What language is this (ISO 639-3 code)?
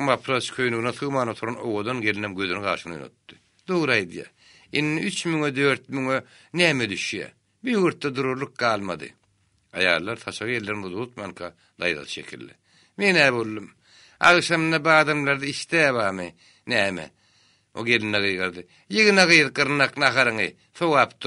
tuk